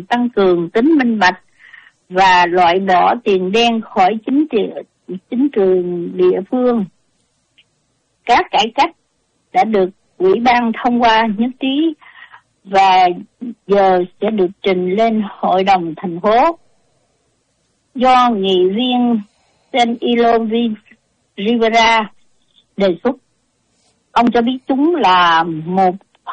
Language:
Vietnamese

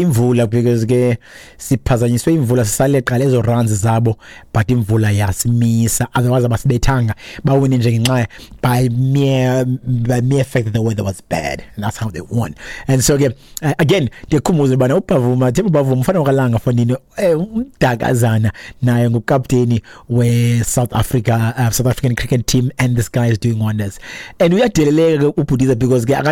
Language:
Xhosa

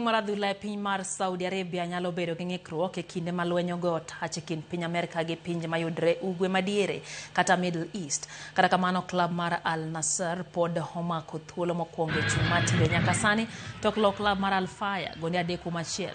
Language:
Luo (Kenya and Tanzania)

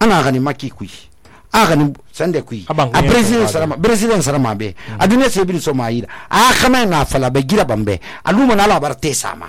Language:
Susu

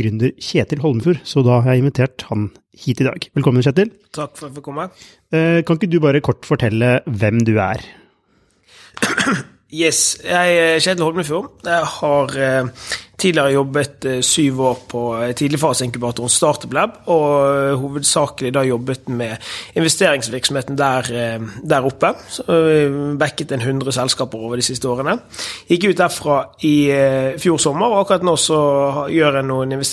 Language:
Norwegian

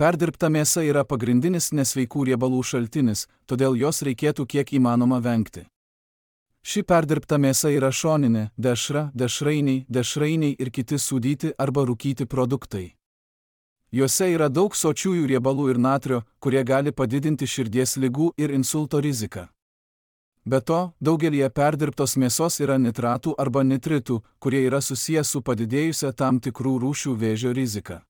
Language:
Lithuanian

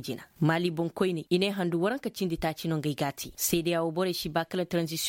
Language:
Koyraboro Senni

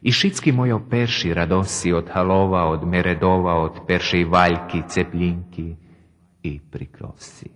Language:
Rusyn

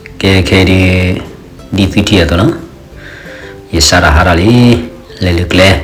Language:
S'gaw Karen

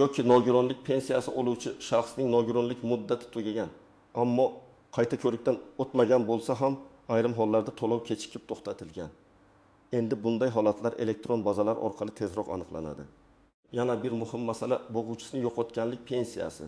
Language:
Uzbek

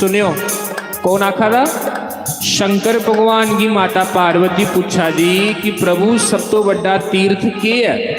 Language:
Dogri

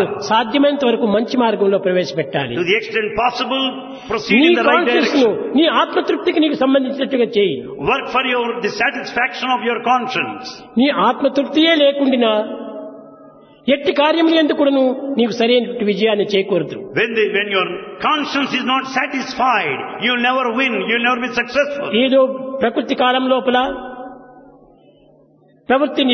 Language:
Telugu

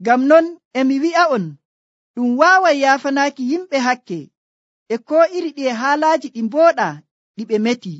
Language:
Nigerian Fulfulde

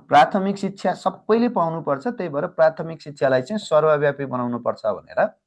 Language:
Nepali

